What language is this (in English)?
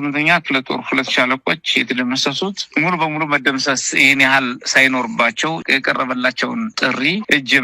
Amharic